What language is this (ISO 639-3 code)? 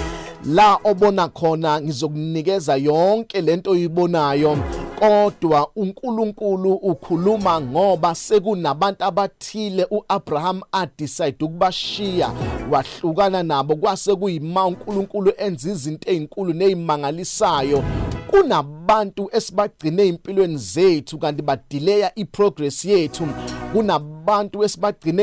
zul